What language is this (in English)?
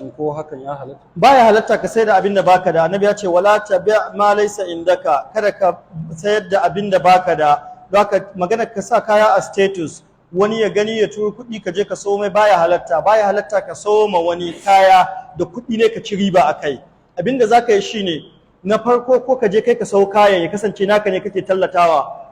Hausa